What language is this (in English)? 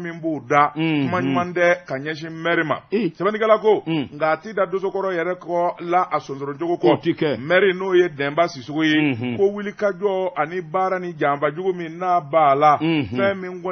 Bambara